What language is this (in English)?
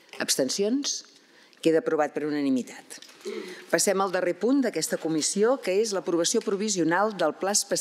Catalan